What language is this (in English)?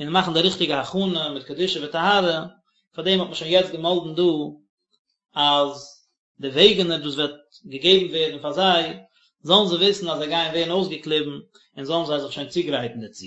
Yiddish